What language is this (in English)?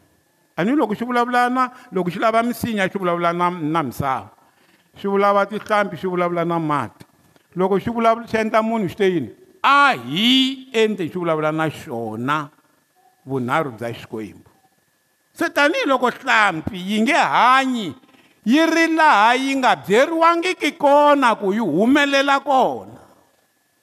Tsonga